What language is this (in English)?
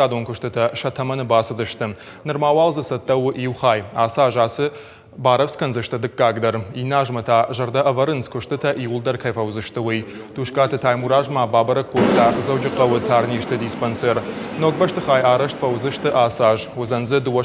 Ossetic